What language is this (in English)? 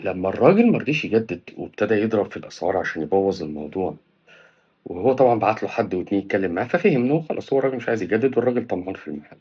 Egyptian Arabic